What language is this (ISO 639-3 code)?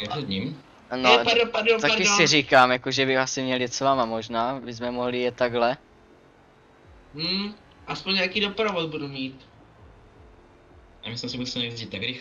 ces